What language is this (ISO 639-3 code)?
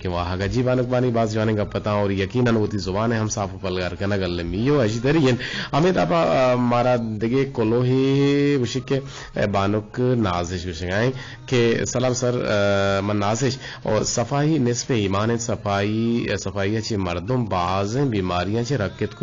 bgp